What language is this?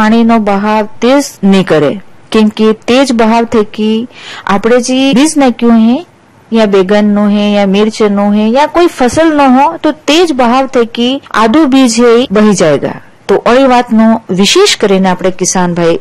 Gujarati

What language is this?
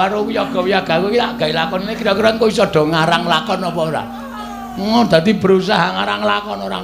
Javanese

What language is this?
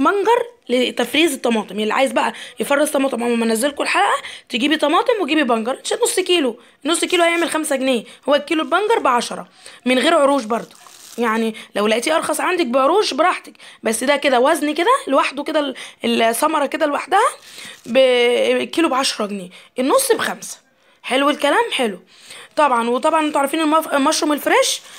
Egyptian Arabic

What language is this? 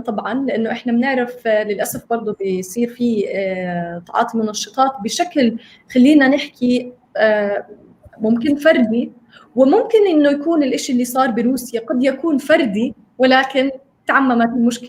North Levantine Arabic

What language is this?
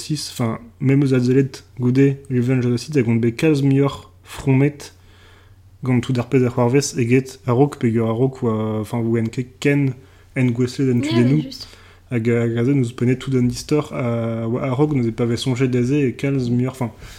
Breton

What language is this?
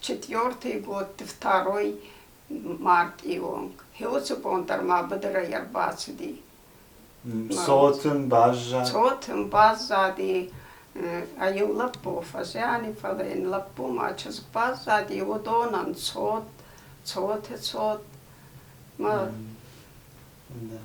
Ossetic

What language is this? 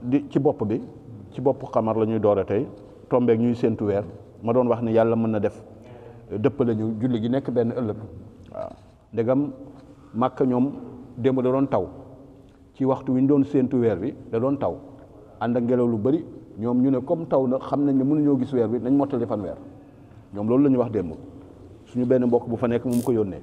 Wolof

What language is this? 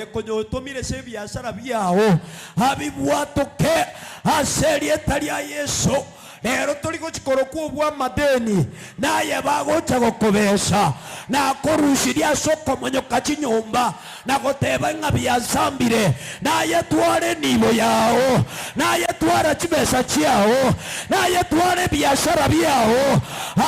Gusii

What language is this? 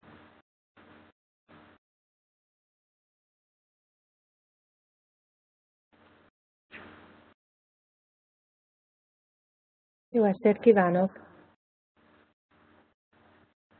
Hungarian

